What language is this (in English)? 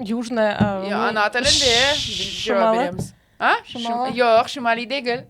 Crimean Tatar